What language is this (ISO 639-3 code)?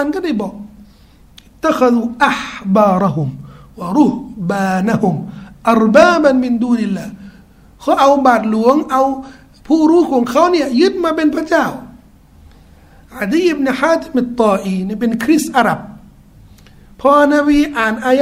tha